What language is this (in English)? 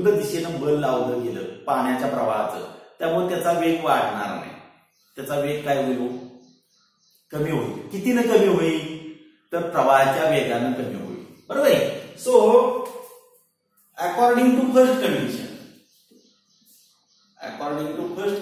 Marathi